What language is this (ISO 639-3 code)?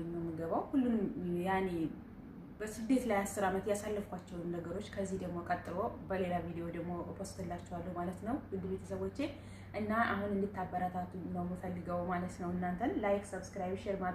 amh